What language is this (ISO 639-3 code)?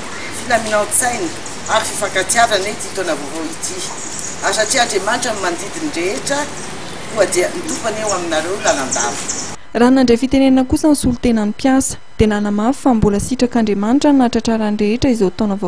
mlg